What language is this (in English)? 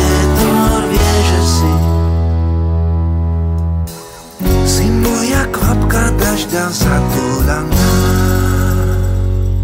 Slovak